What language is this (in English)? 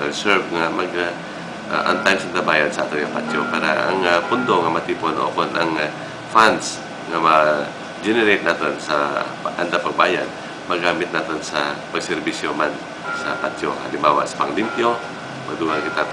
Hiligaynon